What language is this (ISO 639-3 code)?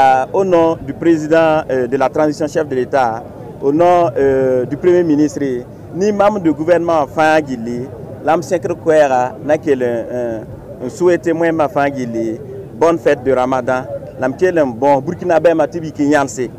mos